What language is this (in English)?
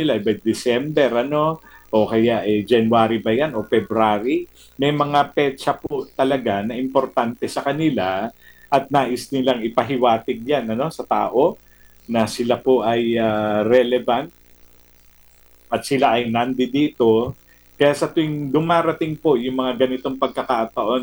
Filipino